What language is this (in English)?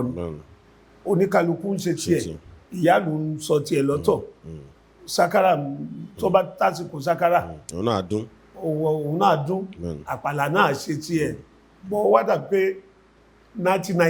Yoruba